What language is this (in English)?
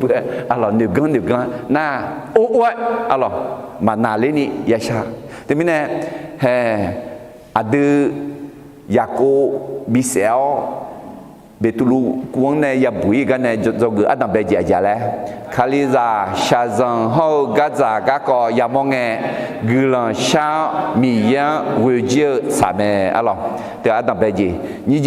Akha